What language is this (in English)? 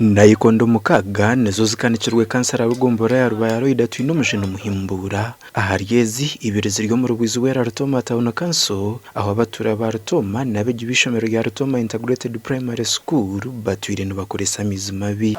Nyankole